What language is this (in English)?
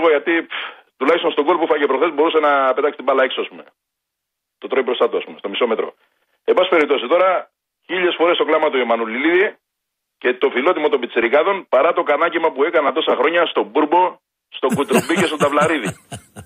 Greek